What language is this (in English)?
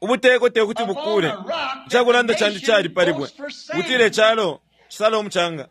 Bemba